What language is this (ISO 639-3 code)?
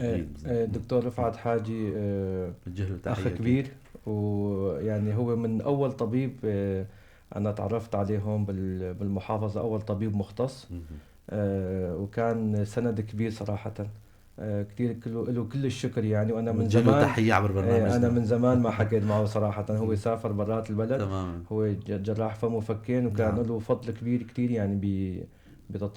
apc